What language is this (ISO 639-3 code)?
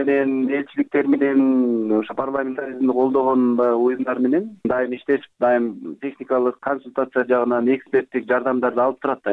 kir